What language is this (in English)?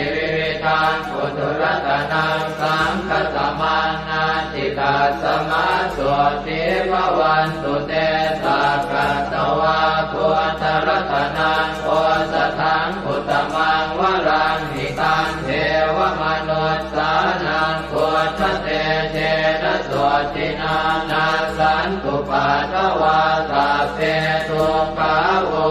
Pali